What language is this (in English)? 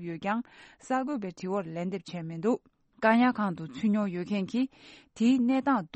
Tibetan